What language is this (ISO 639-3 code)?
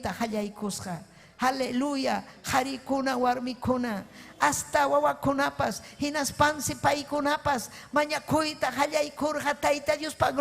quy